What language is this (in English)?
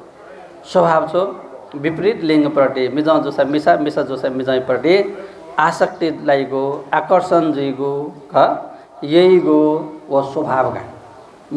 Newari